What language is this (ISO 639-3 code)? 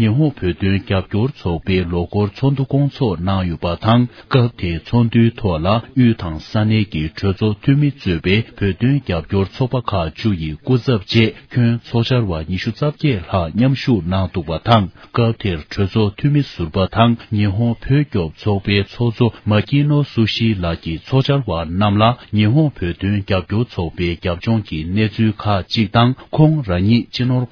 bod